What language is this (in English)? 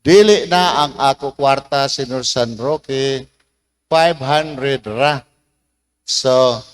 Cebuano